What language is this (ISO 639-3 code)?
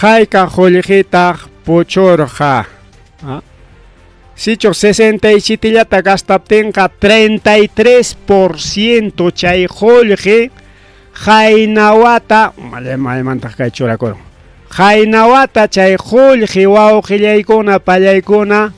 quy